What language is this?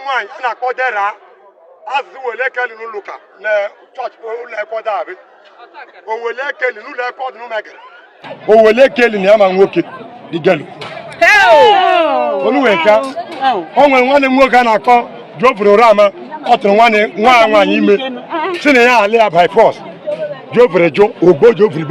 Igbo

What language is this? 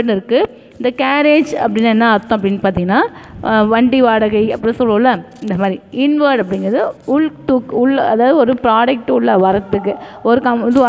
Tamil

